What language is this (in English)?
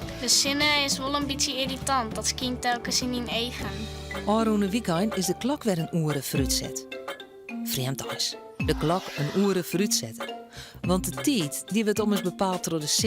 Western Frisian